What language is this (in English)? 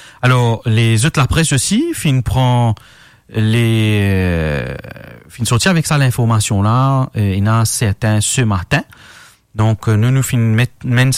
Morisyen